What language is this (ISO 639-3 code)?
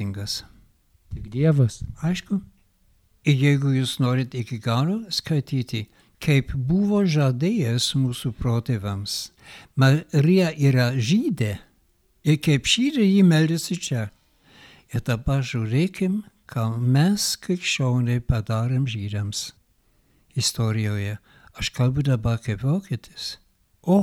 lit